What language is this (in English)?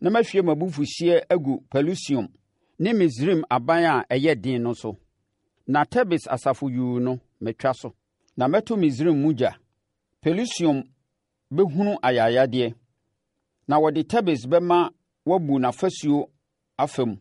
Akan